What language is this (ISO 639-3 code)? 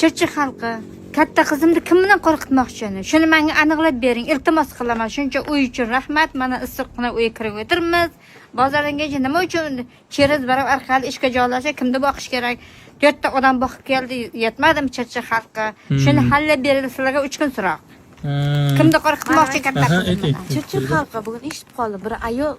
uzb